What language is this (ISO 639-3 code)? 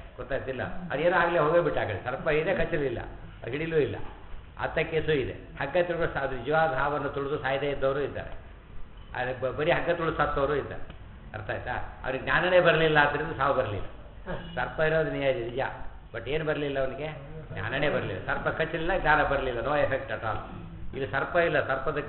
kan